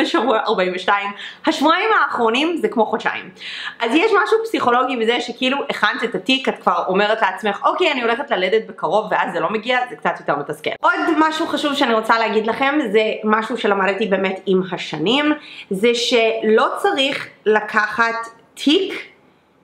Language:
Hebrew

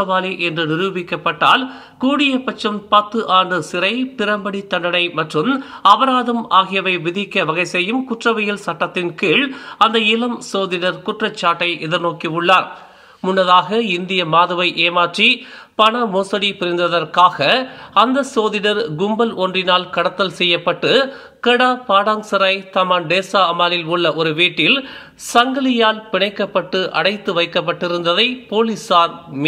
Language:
Tamil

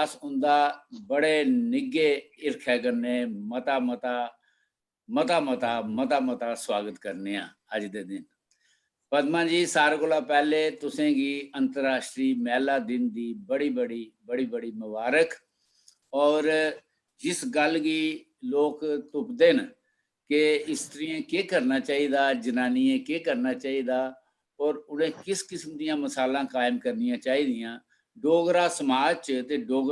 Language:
Dogri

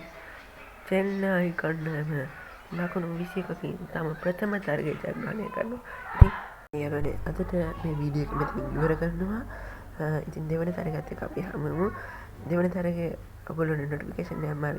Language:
Sinhala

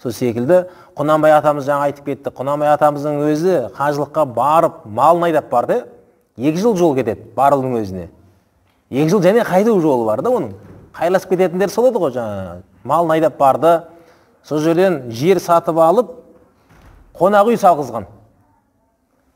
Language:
Kazakh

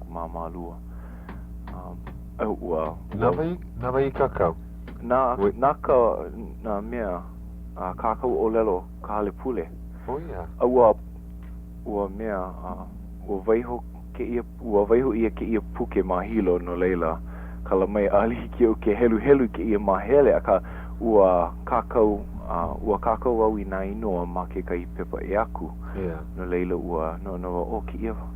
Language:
Hawaiian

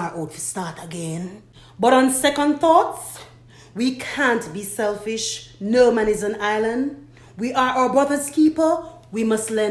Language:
Jamaican Creole English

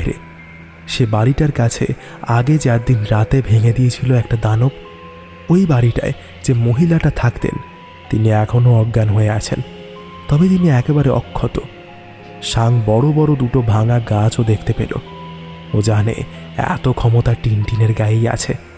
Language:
Bangla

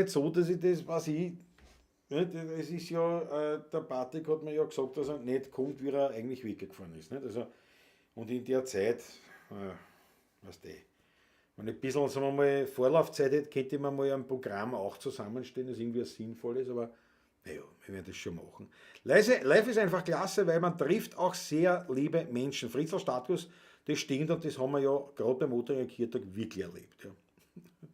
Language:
Bavarian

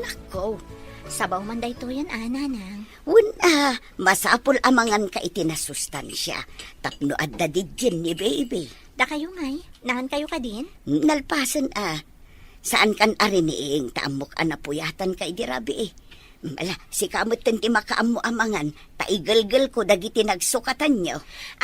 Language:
Iloko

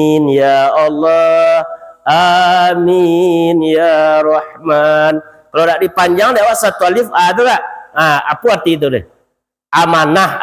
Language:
Minangkabau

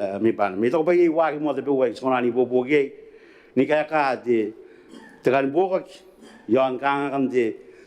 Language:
Gilbertese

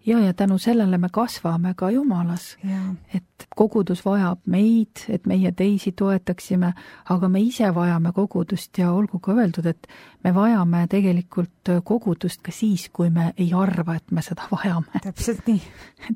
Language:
Estonian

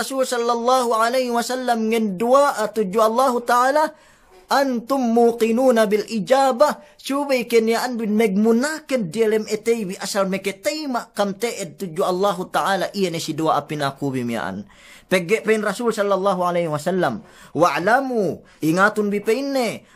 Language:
Yakan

